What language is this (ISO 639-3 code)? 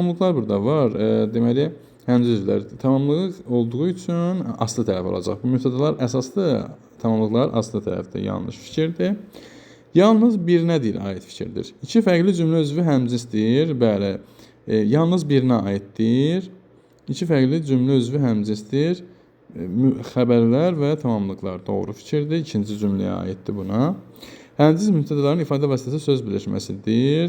aze